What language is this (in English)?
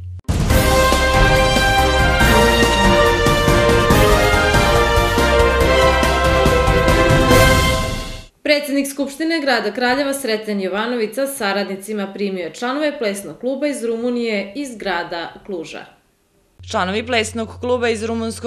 Serbian